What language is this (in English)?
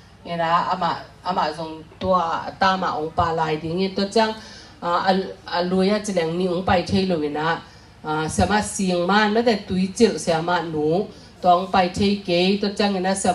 Tedim Chin